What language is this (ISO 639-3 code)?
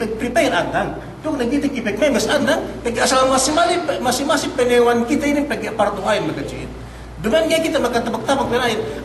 yka